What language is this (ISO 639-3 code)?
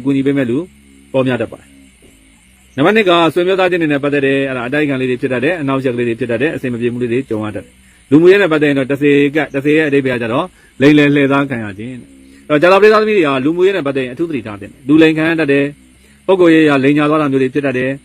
mya